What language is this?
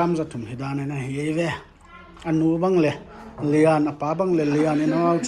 Paite Chin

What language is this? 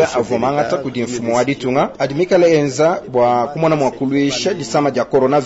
Luba-Lulua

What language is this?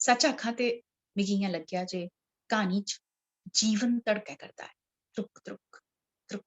Dogri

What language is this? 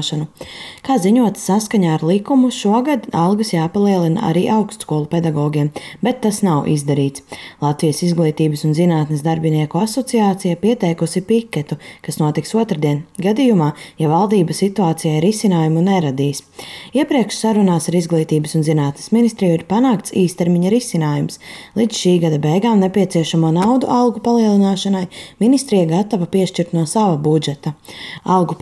Latvian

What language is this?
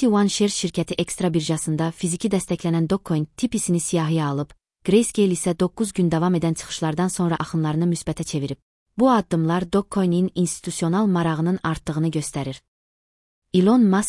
Azerbaijani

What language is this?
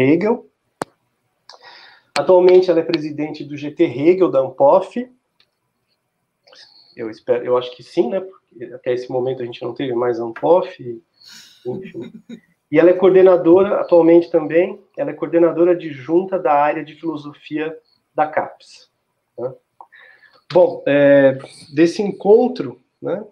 Portuguese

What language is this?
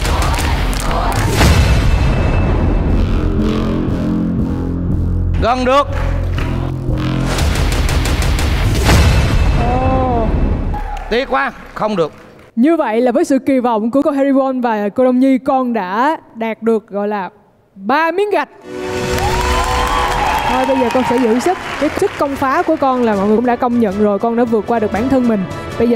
Vietnamese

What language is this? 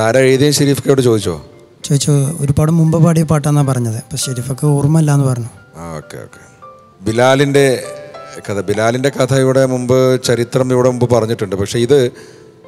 Malayalam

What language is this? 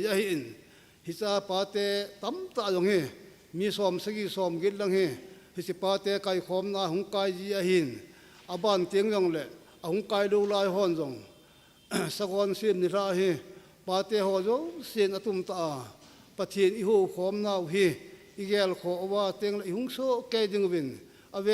Thado Chin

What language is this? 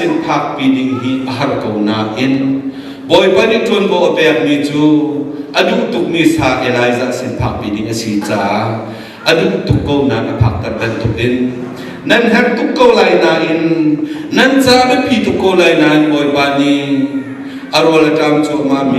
Hakha Chin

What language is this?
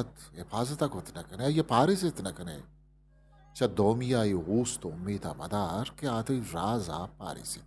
Eastern Balochi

